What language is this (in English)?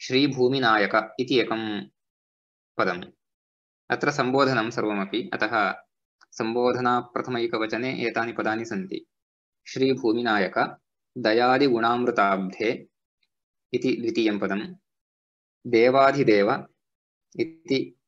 Sanskrit